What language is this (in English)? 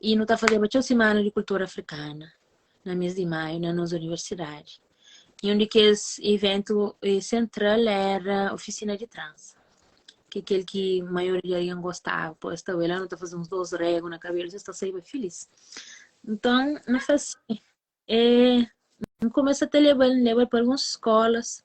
Kabuverdianu